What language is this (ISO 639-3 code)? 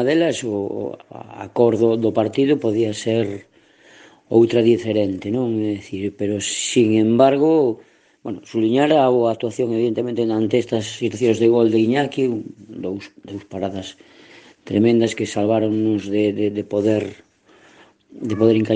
glg